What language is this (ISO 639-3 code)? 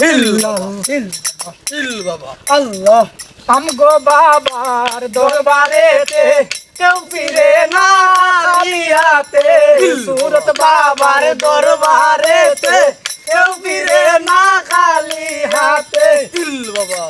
syl